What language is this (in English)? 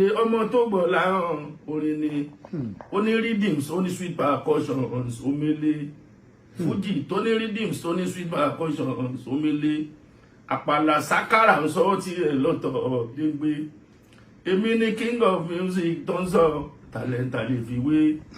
Yoruba